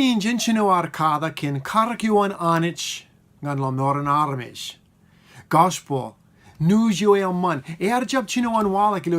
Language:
Marshallese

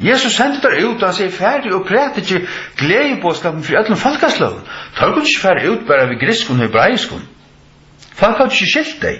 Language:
Faroese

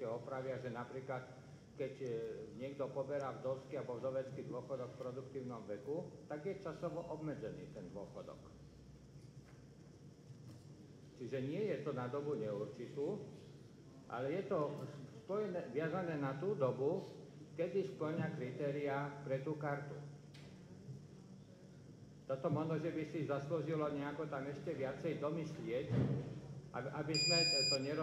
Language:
Slovak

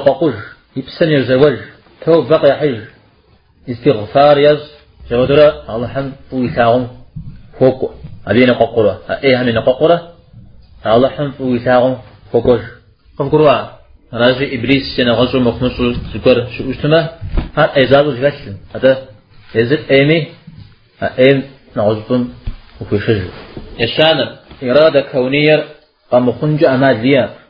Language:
Kabardian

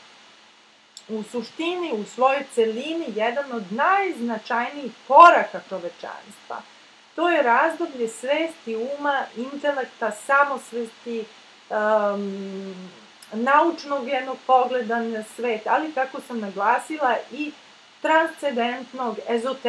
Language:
Serbian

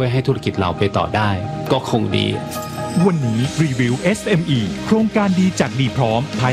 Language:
Thai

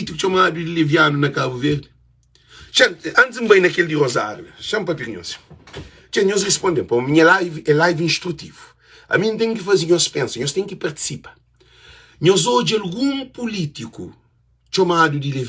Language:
Kabuverdianu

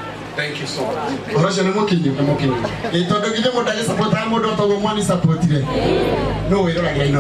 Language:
Kikuyu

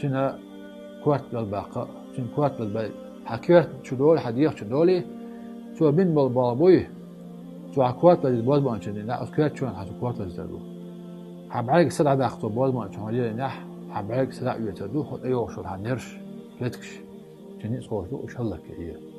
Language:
Chechen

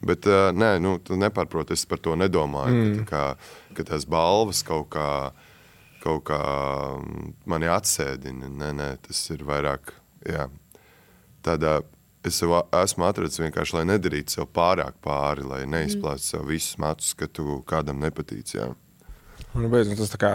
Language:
Latvian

